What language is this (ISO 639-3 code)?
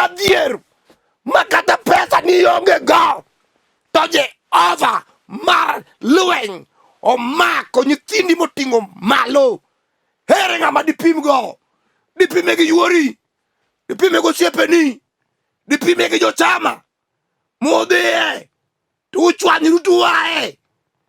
luo